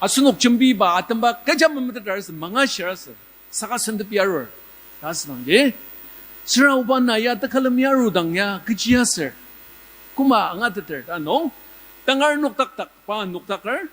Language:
Ao Naga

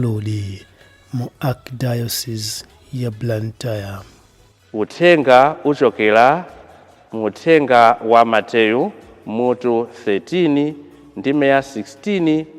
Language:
Nyanja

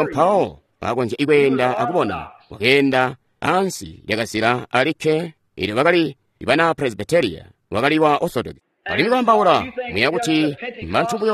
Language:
Tonga (Zambia)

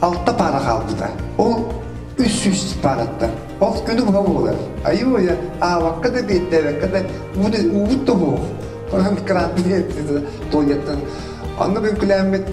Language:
Yakut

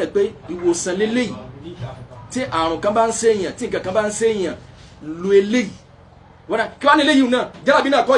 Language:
Yoruba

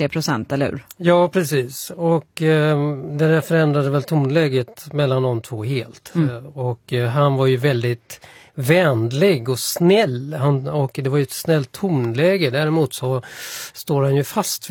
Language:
Swedish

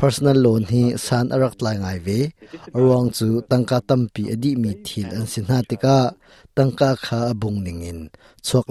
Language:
Hakha Chin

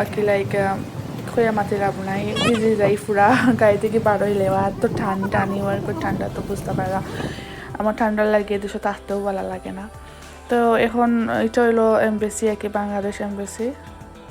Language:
Sylheti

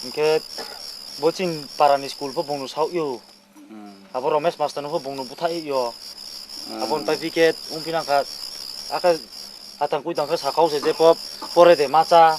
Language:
Riang (India)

